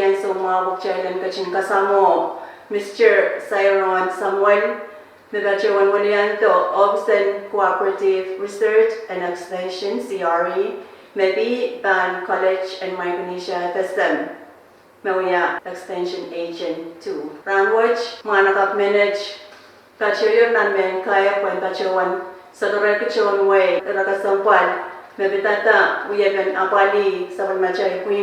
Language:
Pohnpeian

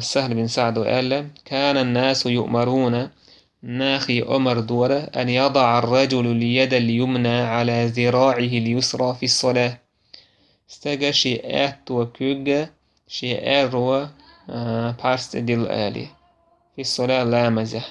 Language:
Chechen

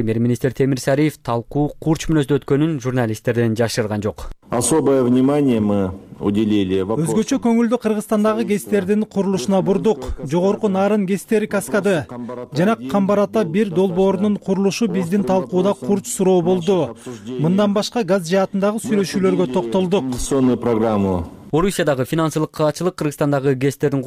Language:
Kyrgyz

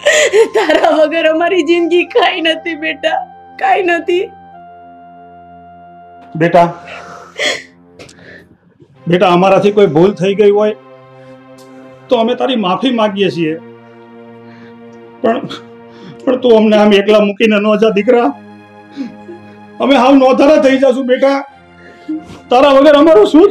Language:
Gujarati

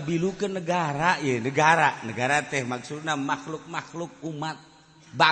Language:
Sundanese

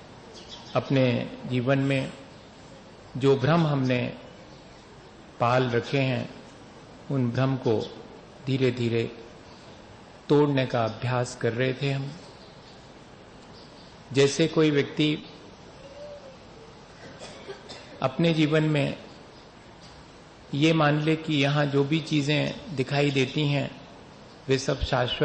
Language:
Hindi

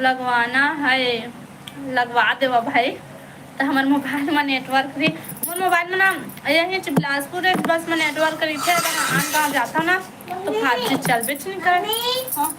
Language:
Chhattisgarhi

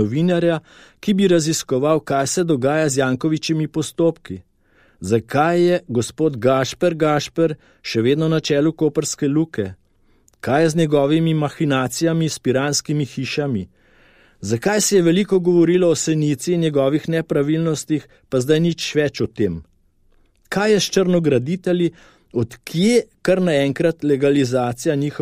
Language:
Slovenian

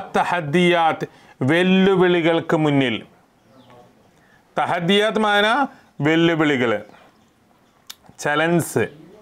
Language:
Malayalam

